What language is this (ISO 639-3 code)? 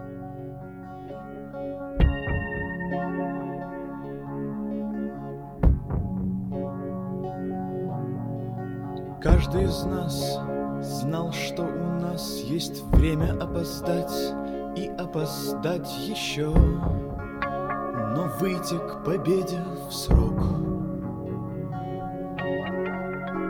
rus